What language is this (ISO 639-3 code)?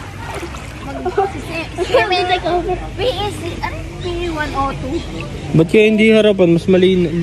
fil